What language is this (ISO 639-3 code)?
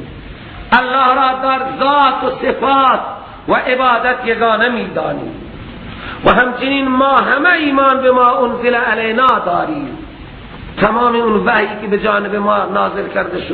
fas